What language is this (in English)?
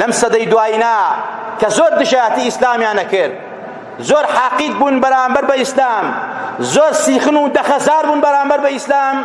Central Kurdish